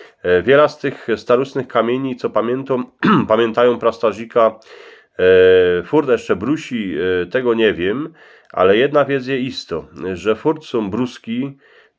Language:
Silesian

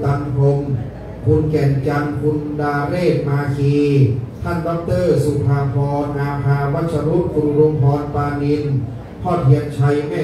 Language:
Thai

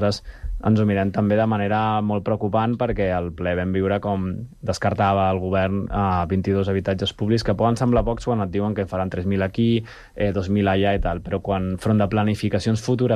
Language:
Catalan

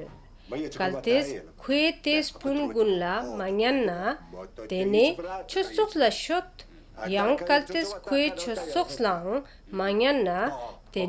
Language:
Ladakhi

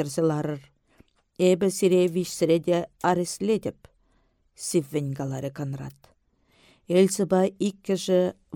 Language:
Chuvash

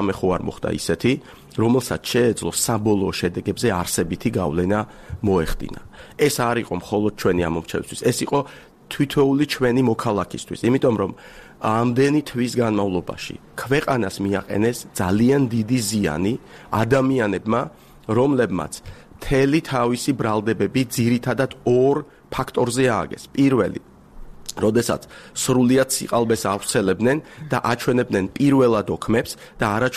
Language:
Georgian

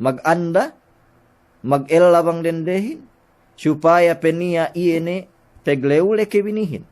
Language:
Yakan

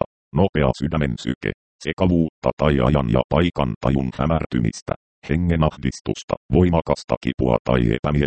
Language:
Finnish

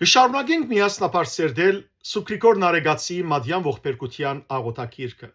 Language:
Western Armenian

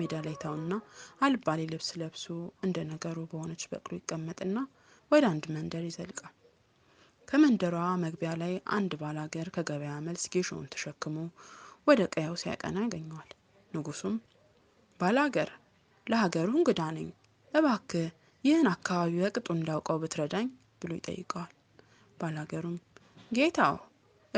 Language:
Amharic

